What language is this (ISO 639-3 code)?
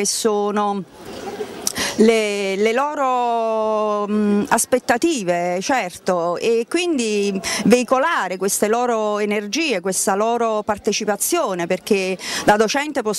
ita